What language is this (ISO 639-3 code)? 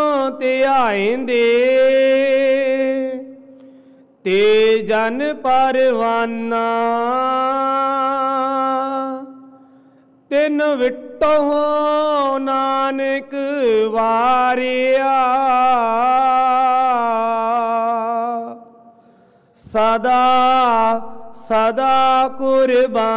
pan